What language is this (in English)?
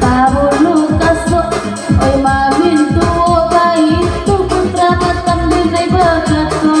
Minangkabau